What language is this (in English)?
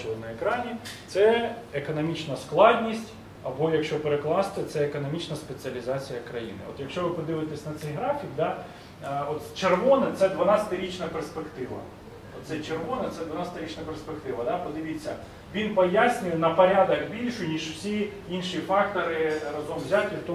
Ukrainian